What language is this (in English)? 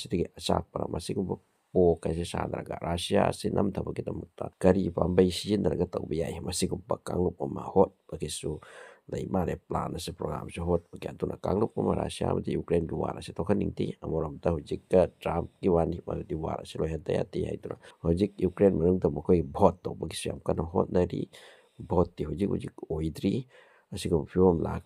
Manipuri